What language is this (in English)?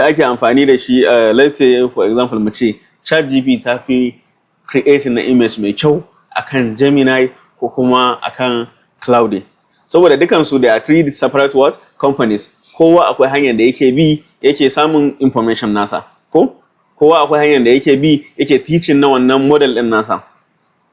Hausa